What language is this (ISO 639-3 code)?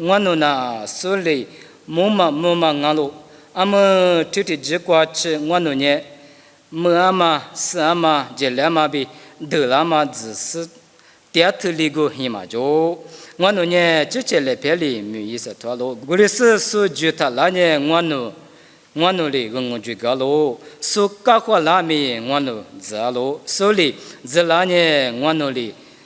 lis